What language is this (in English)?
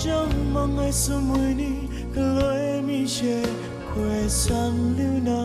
Kachin